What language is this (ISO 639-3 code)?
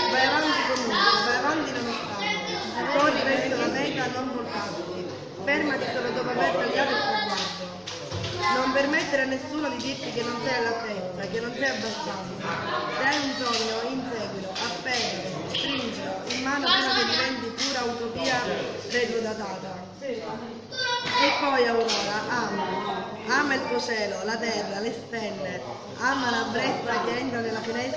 ita